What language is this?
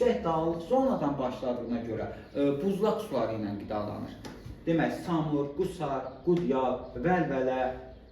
Azerbaijani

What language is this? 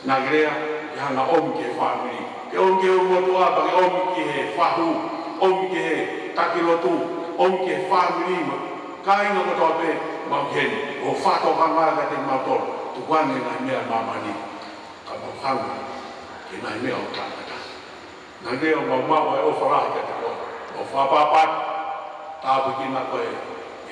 Tongan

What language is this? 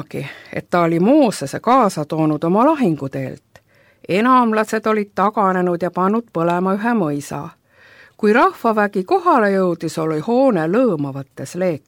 Estonian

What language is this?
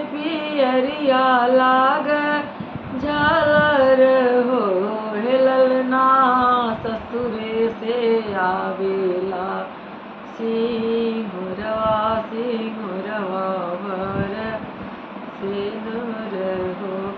Bhojpuri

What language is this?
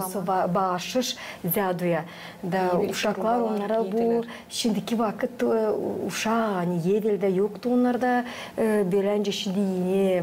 Gagauz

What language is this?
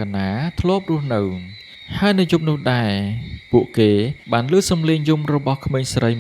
Khmer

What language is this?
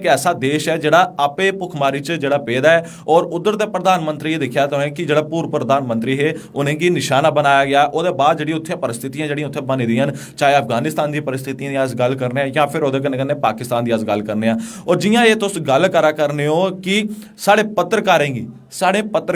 Dogri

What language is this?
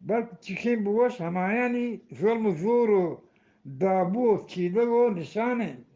Eastern Balochi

